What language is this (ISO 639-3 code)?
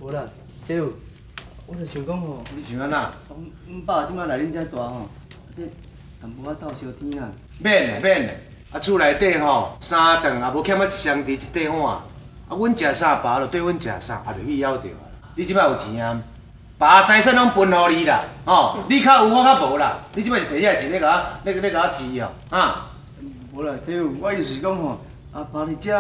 nan